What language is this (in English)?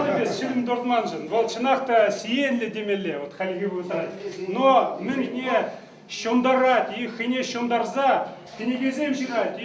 Chuvash